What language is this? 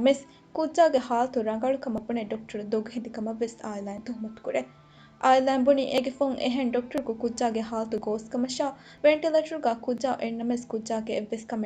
Divehi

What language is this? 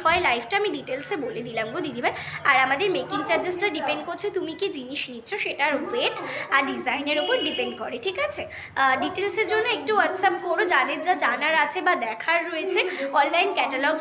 Bangla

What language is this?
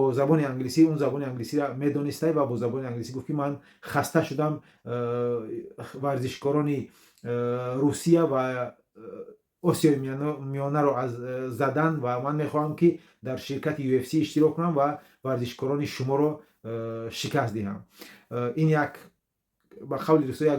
Tajik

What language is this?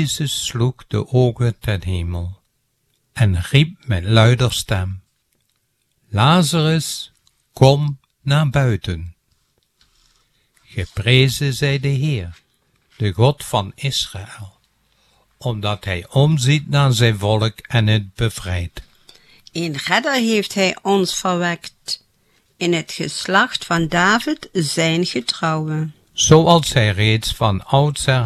Dutch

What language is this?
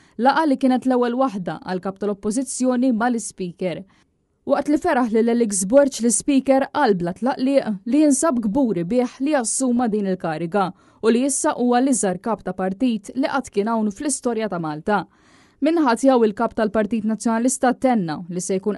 Maltese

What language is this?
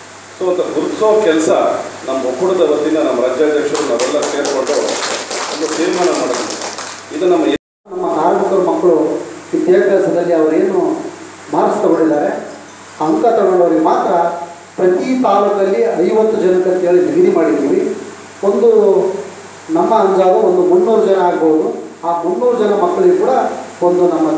Kannada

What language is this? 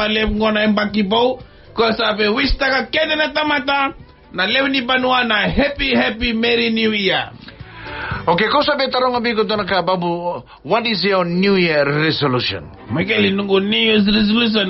Fijian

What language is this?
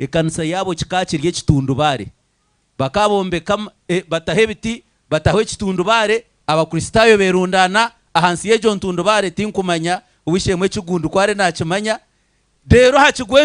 Nyankole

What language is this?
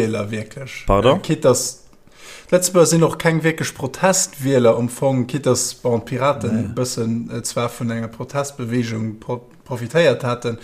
Luxembourgish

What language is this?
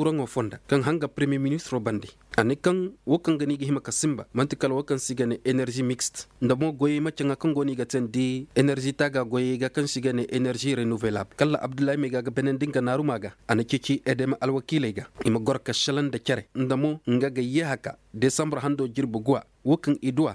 Koyraboro Senni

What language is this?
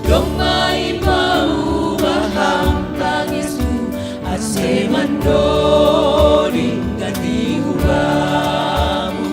Batak Simalungun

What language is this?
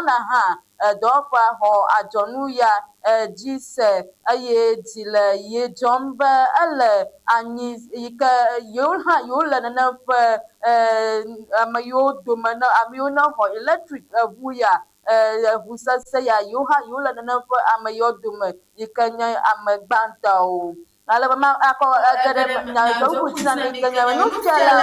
Ewe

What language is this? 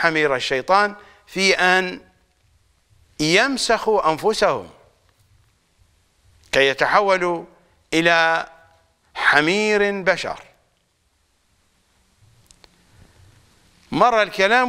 Arabic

